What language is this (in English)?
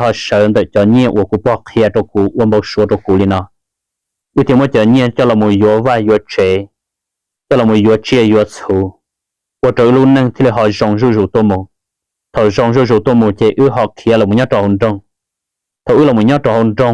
Hmong